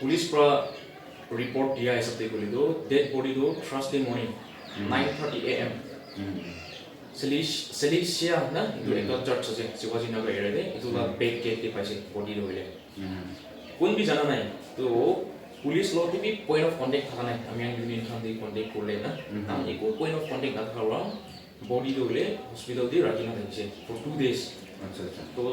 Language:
Naga Pidgin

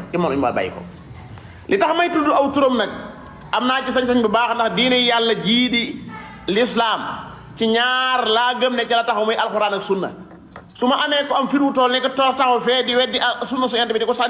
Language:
Wolof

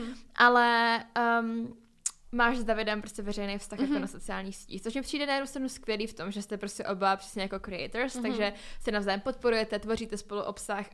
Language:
Czech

